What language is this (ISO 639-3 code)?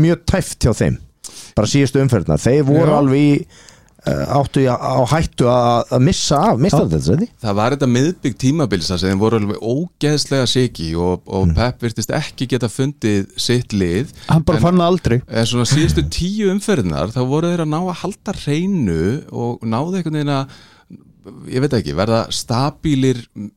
isl